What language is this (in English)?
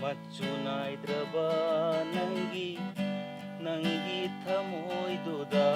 Manipuri